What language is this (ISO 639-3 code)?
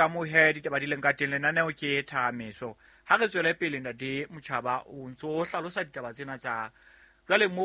sot